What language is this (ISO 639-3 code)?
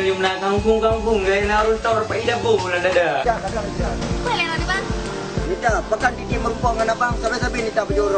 ace